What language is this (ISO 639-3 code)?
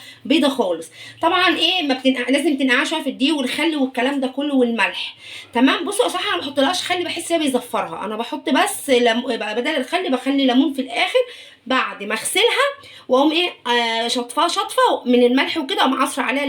arz